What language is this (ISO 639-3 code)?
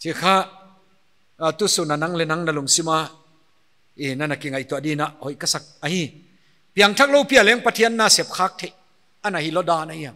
pck